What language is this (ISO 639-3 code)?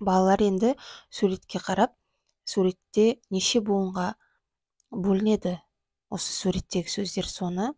kaz